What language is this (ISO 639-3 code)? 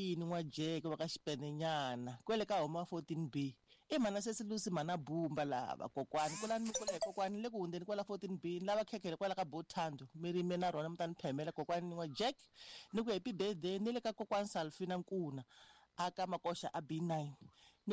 tso